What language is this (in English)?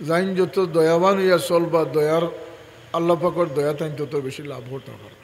Sylheti